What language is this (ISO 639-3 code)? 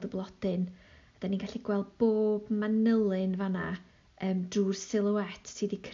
cym